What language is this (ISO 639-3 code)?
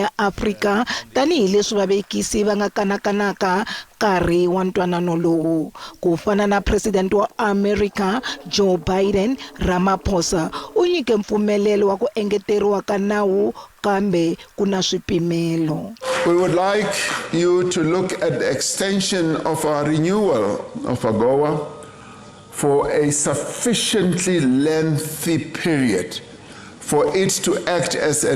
tso